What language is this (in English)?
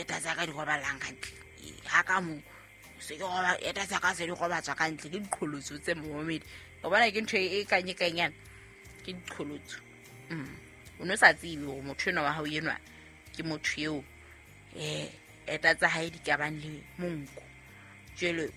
Southern Sotho